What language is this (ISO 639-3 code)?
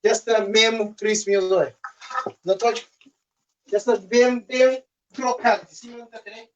kea